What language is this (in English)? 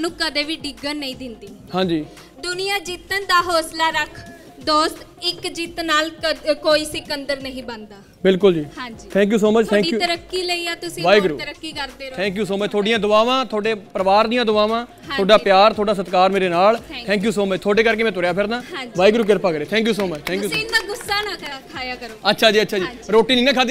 Punjabi